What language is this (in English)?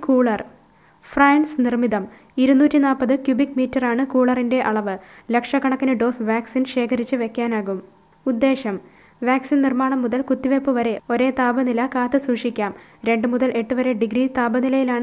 Malayalam